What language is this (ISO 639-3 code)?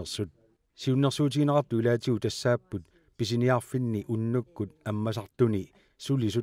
kal